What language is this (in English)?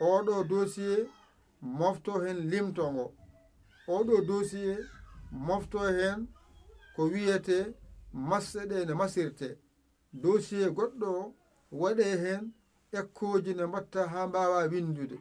Fula